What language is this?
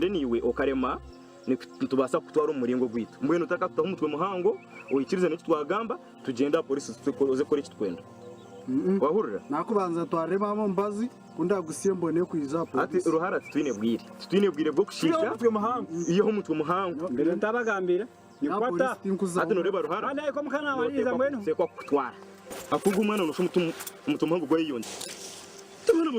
Nyankole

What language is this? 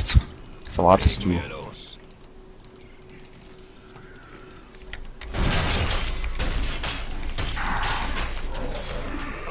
German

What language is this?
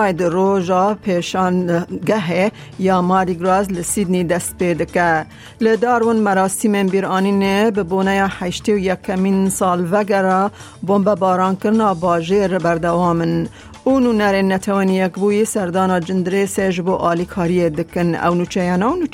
Kurdish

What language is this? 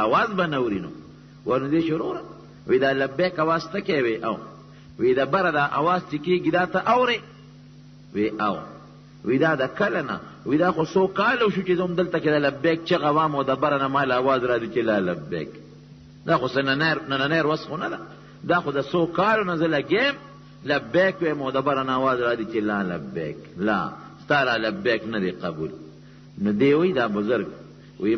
Pashto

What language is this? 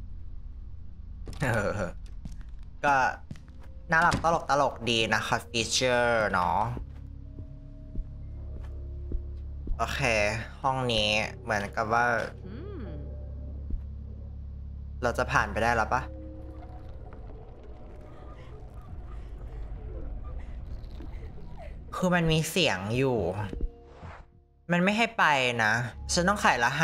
Thai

